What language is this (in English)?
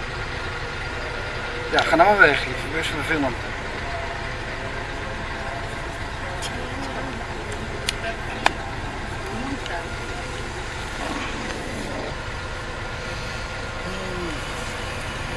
Dutch